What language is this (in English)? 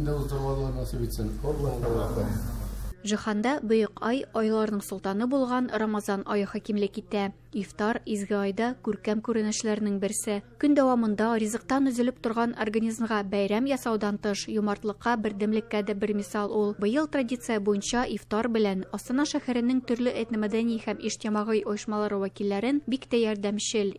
Tatar